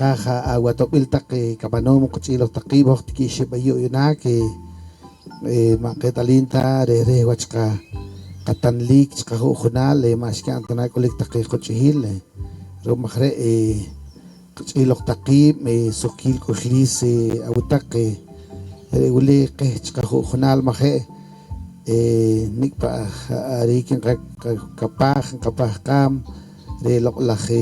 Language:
Poqomchi'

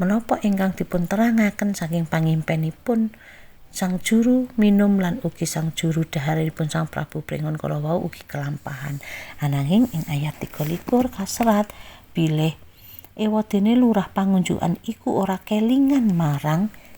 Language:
Javanese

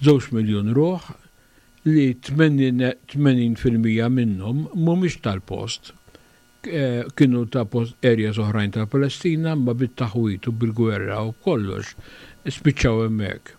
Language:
Maltese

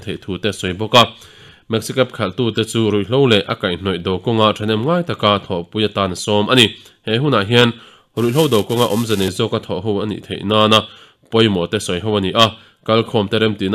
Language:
Mizo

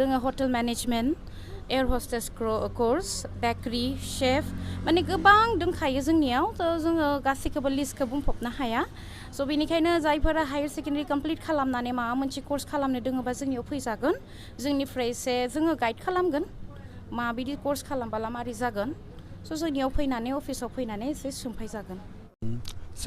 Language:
Bodo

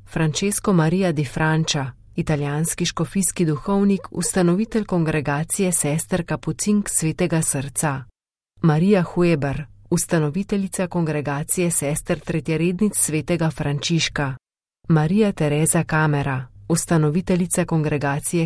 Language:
Slovenian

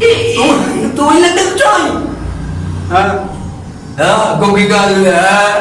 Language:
Saraiki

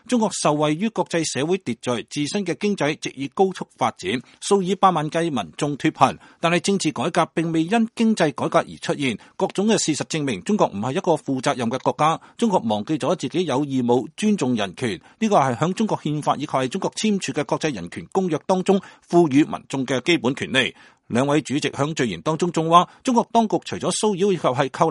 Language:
Cantonese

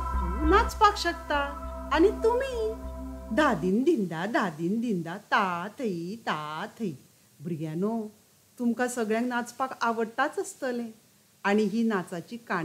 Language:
Konkani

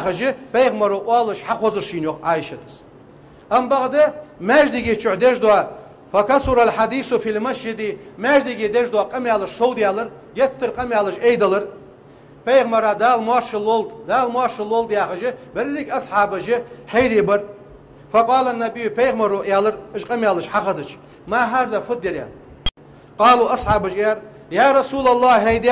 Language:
Ingush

